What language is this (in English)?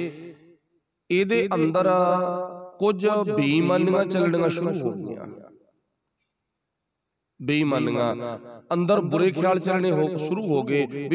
Punjabi